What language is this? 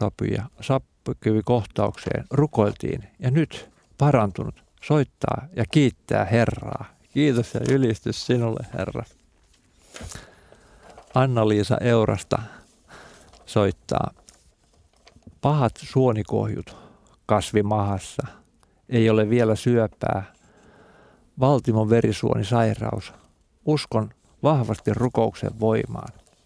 Finnish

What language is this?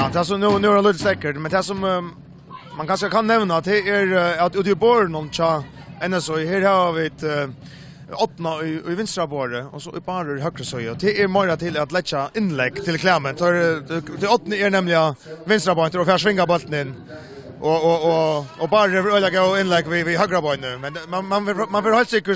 Faroese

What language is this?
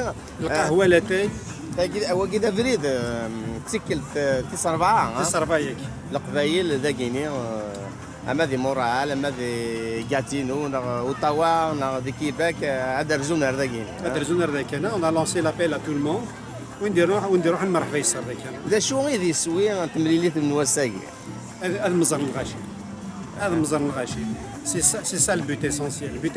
Kabyle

